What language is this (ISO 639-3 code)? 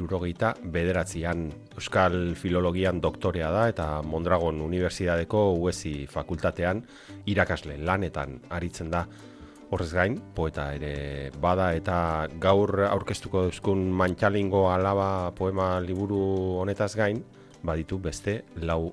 eus